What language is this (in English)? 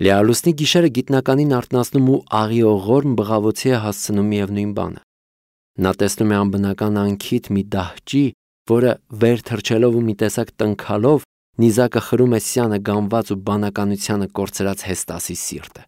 Armenian